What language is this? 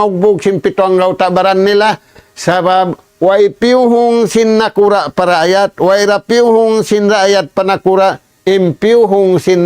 Tausug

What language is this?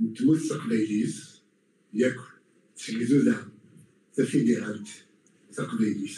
Kabyle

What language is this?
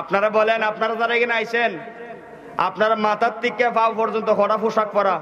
Sylheti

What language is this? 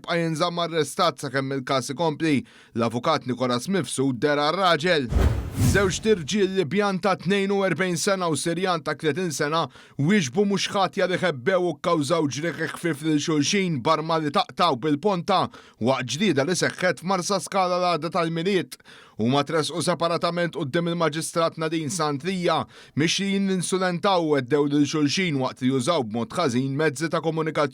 Maltese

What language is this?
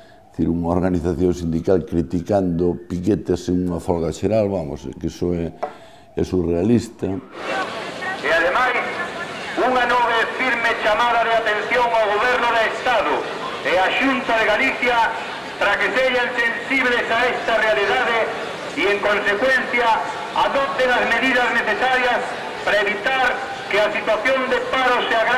Galician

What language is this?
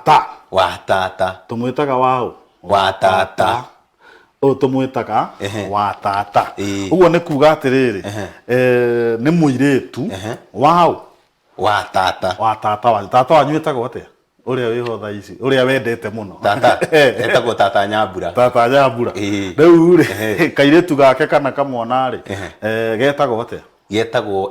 Kikuyu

